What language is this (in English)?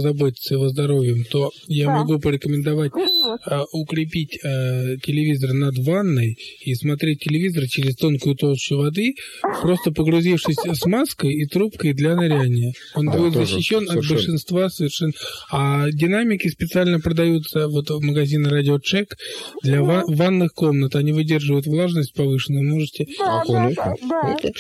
Russian